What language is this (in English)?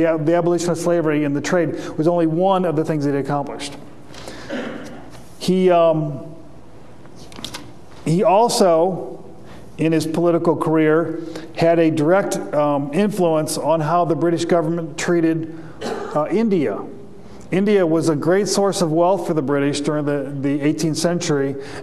English